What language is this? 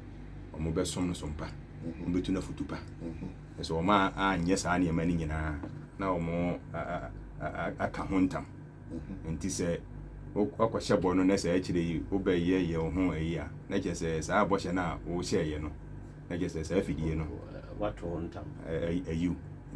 Akan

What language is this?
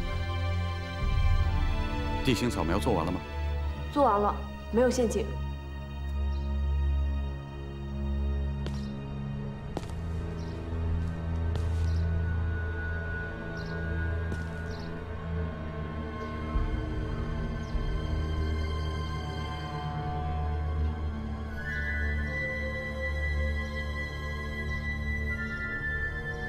Chinese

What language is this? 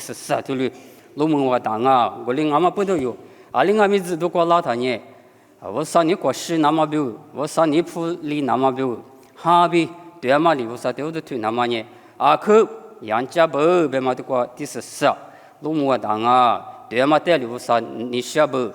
Lisu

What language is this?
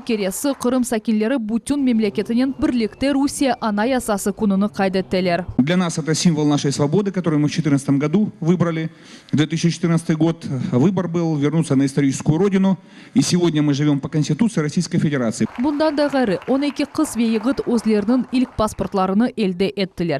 Crimean Tatar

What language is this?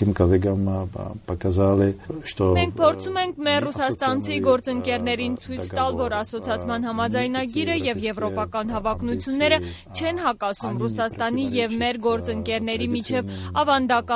Armenian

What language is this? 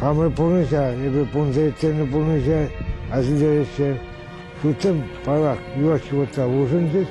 Chuvash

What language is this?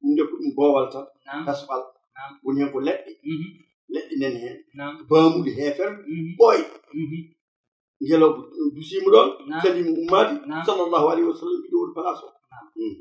Fula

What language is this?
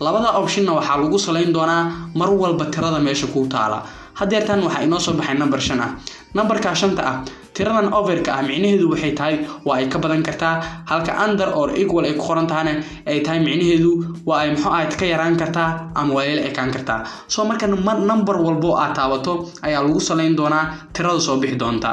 Somali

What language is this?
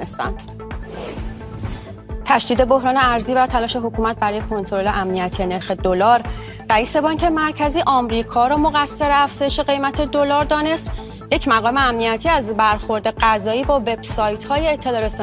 Persian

